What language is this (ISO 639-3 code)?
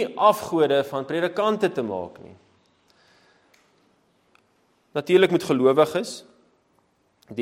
afr